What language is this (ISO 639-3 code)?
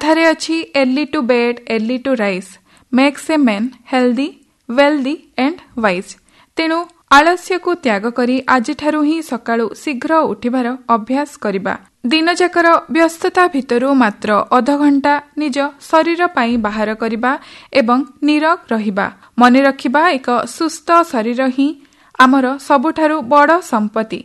ori